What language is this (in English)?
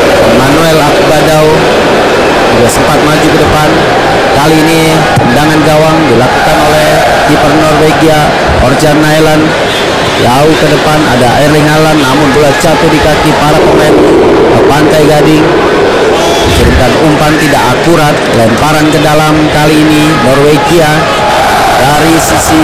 Indonesian